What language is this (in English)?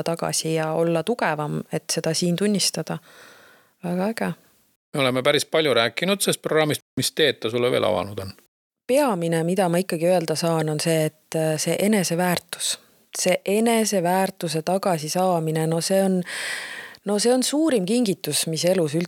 Estonian